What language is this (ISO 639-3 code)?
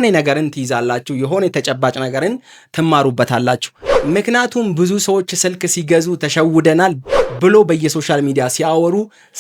amh